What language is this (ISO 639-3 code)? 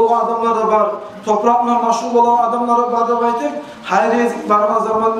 kum